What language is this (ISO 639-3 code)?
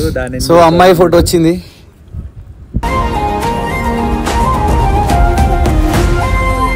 tel